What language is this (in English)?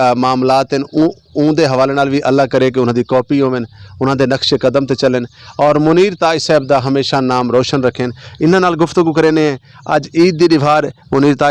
Western Panjabi